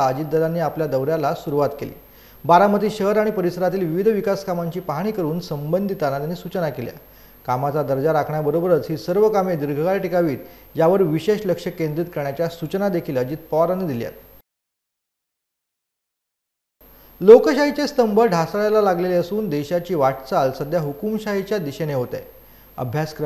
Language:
Marathi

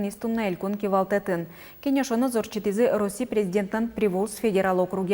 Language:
Udmurt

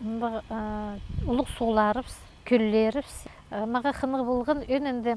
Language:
Khakas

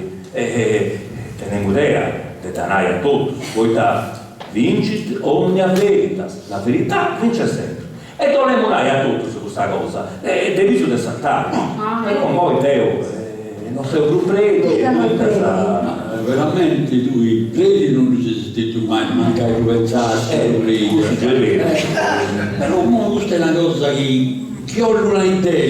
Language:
Sardinian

